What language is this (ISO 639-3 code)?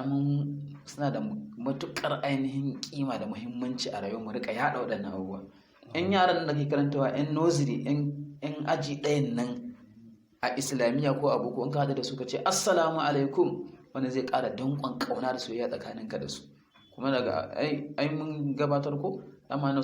hau